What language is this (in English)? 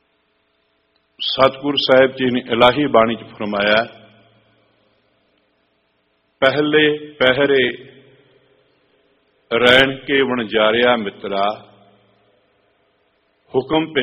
Punjabi